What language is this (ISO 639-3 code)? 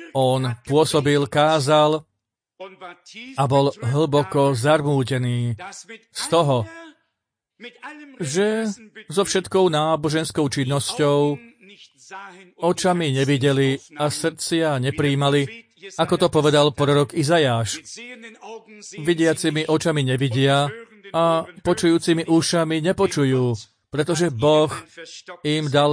slk